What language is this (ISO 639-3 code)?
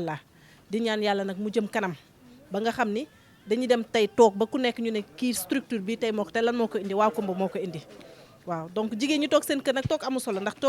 wol